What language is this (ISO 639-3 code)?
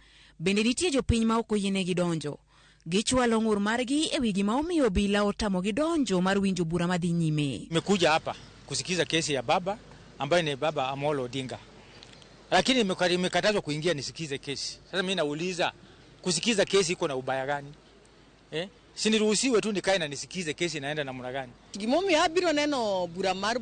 luo